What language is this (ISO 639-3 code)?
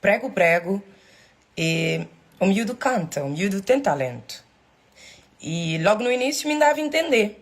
kea